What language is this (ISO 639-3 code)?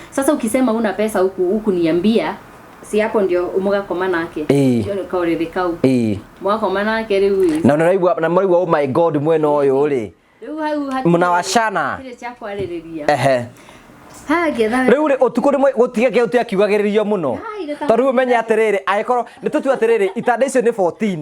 kik